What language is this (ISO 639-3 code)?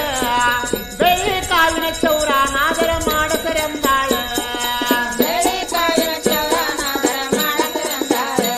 kan